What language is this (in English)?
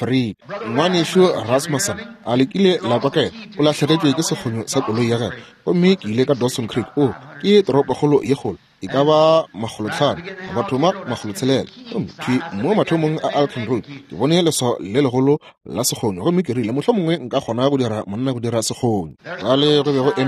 Northern Sotho